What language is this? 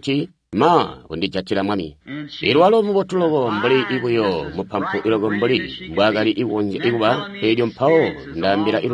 Tonga (Zambia)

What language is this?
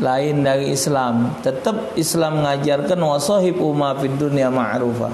Musi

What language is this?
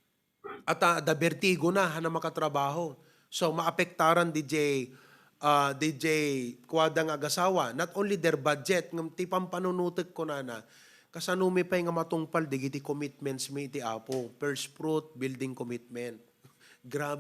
Iloko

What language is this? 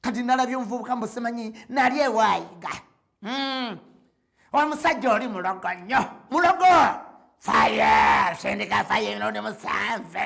Ganda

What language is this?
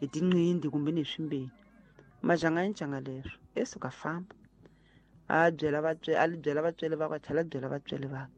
Tsonga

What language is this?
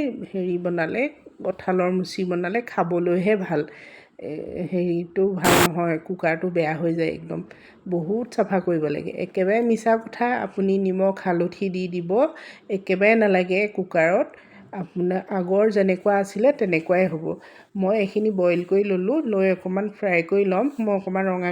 Assamese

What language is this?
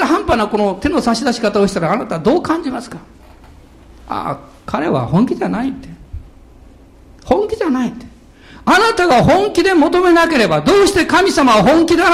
Japanese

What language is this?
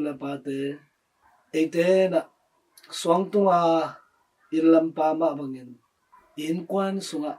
Tedim Chin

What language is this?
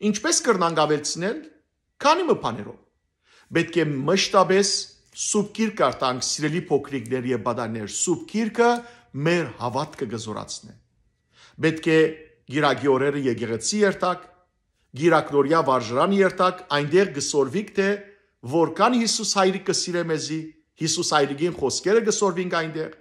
Western Armenian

